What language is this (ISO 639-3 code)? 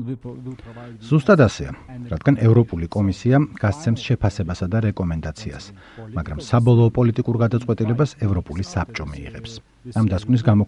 kat